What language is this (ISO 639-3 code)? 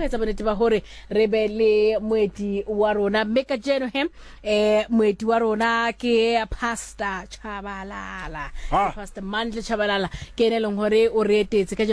sot